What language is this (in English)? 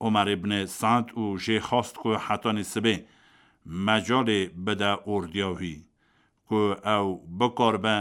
Kurdish